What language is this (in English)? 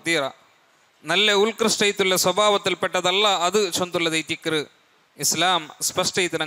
Malayalam